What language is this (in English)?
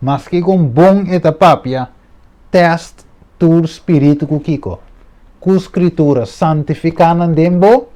Papiamento